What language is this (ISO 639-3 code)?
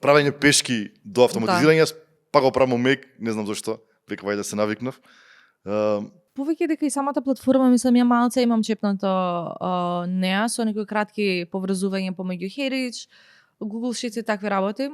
mkd